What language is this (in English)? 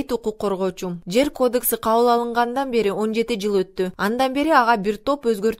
Kyrgyz